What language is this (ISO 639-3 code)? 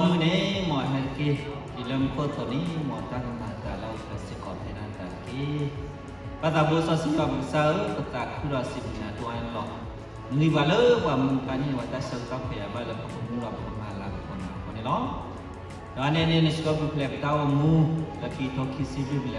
ksw